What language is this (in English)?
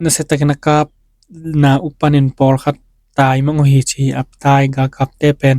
Tedim Chin